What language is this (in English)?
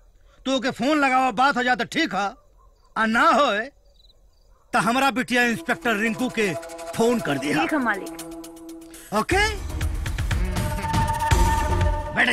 Bhojpuri